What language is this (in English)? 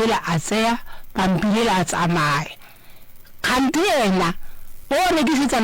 Northern Sotho